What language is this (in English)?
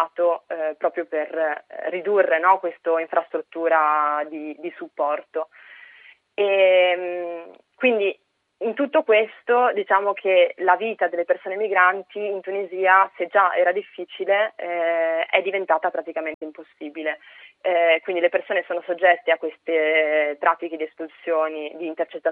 Italian